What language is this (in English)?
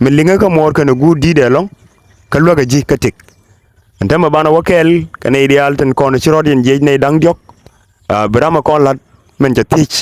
Nuer